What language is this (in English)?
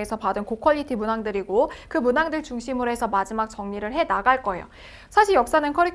Korean